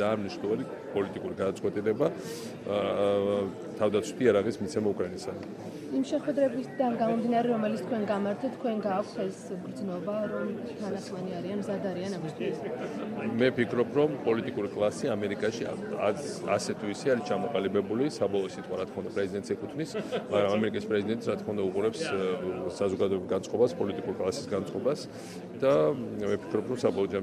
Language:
Georgian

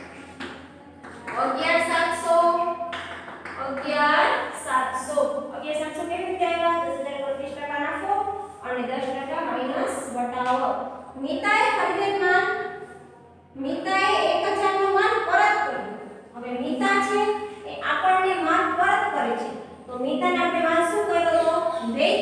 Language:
Gujarati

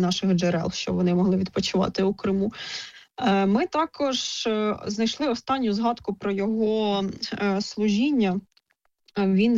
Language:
Ukrainian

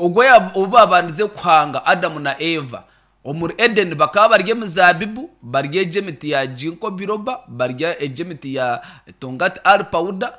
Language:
Nyankole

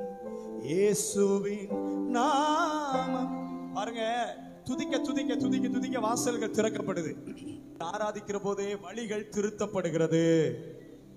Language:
Tamil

